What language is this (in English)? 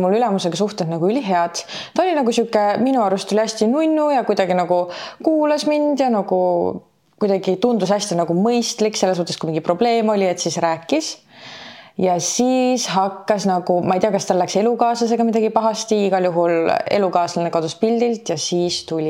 Estonian